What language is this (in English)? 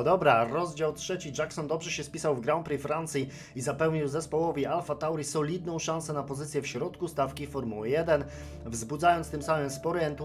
Polish